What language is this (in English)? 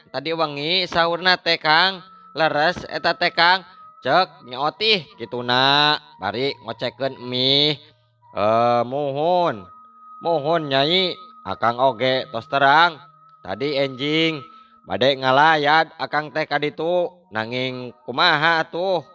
Sundanese